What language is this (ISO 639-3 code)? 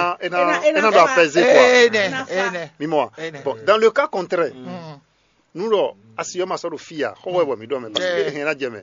fon